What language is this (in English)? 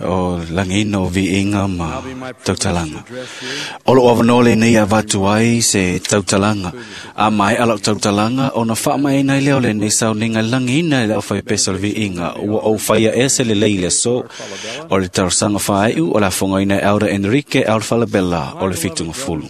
Samoan